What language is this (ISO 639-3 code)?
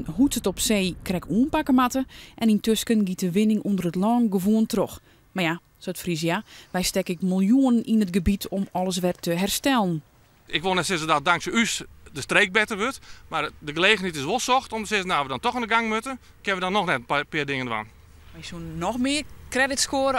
fry